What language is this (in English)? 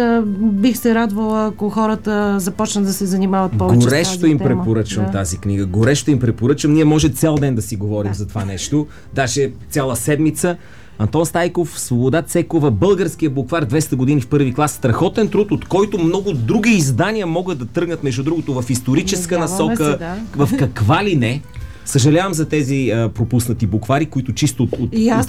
Bulgarian